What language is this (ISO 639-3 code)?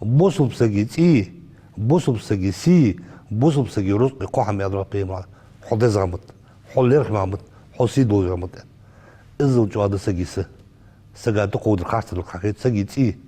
inh